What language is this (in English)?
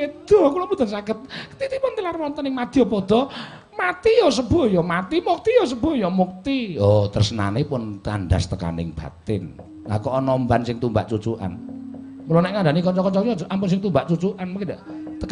Javanese